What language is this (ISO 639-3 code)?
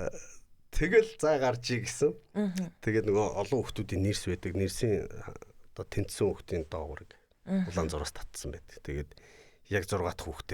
mon